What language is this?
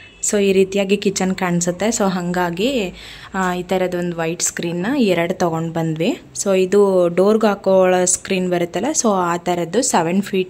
Kannada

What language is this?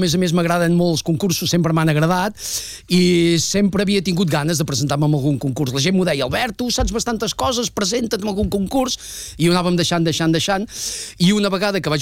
Catalan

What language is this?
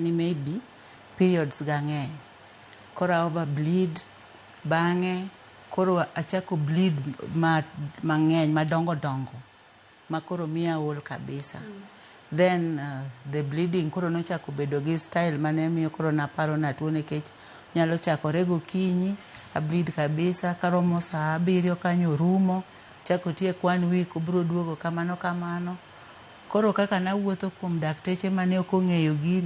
Luo (Kenya and Tanzania)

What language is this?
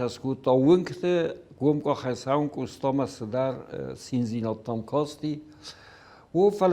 Ossetic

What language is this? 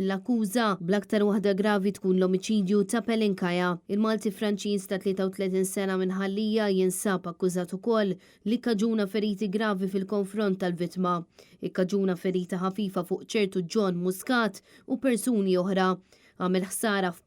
Maltese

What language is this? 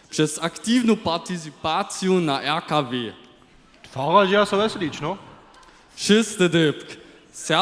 Upper Sorbian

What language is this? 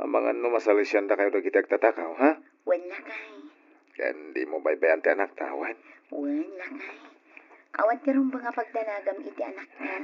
Iloko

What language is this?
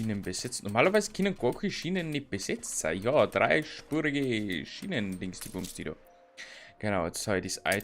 Bavarian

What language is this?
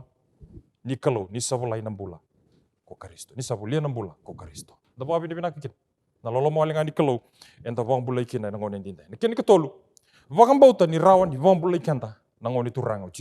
Fijian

